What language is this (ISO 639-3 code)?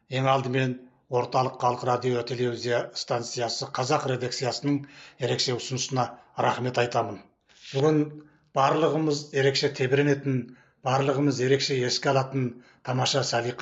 kaz